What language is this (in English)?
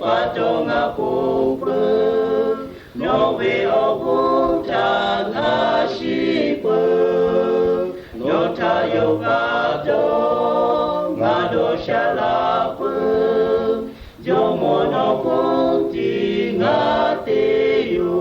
Lahu